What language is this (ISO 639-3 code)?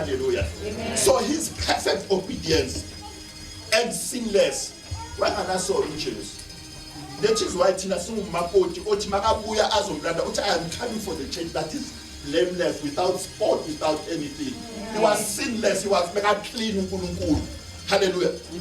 zul